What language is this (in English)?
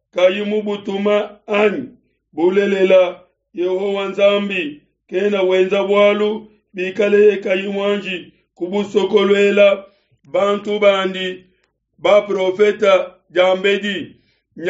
Luba-Lulua